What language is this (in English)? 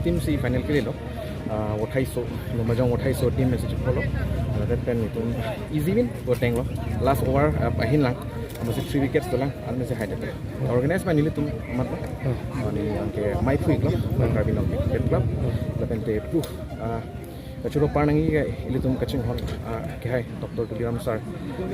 Karbi